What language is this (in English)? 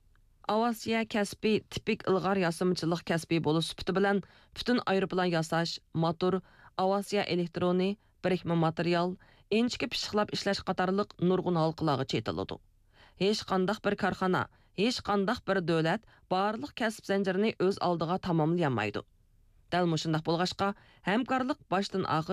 Uyghur